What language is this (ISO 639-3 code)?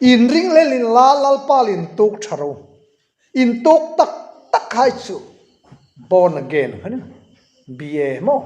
hmr